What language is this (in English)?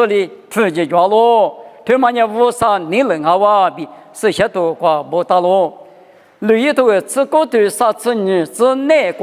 Lisu